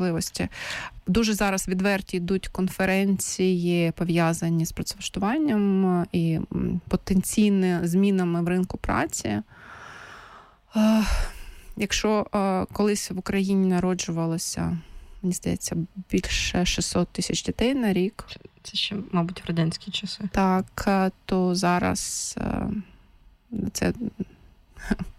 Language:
Ukrainian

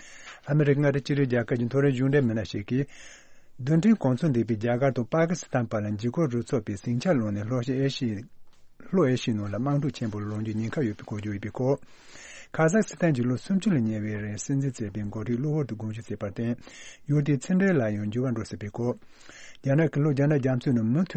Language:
Tibetan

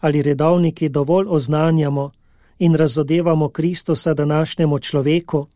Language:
Slovenian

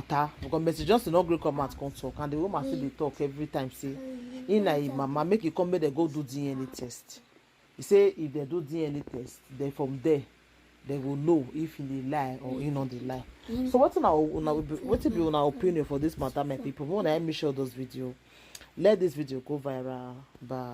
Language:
Nigerian Pidgin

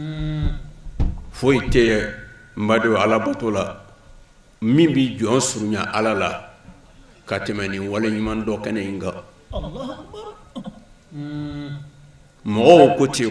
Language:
Bambara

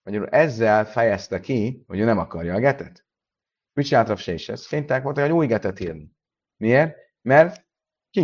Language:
Hungarian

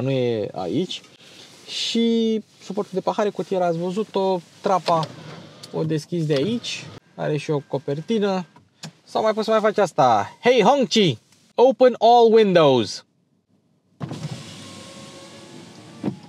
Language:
Romanian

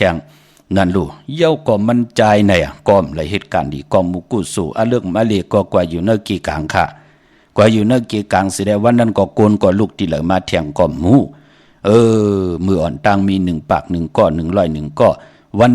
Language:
Shan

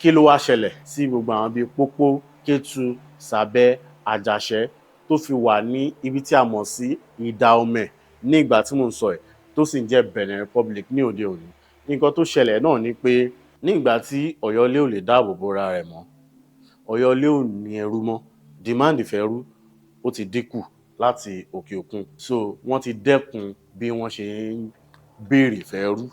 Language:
Yoruba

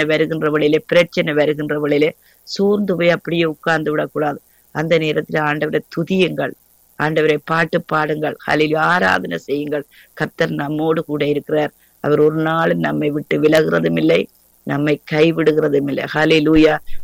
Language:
Tamil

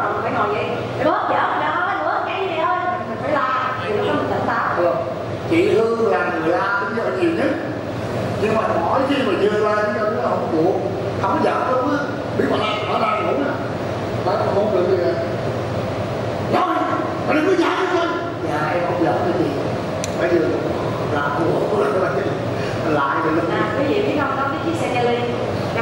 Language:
Vietnamese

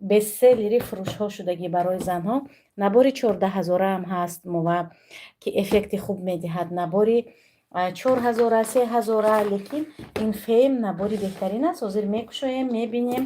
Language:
Tajik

